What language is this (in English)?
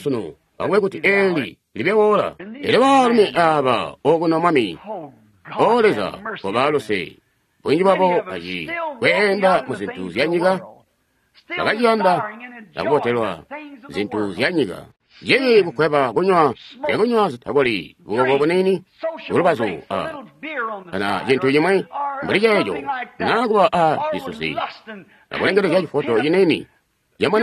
Tonga (Zambia)